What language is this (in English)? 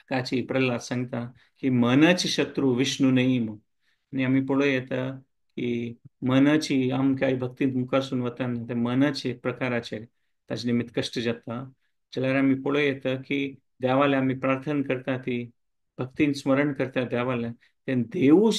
Konkani